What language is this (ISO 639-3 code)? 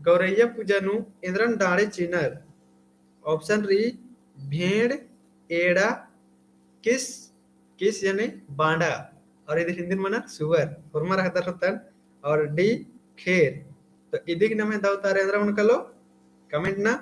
kru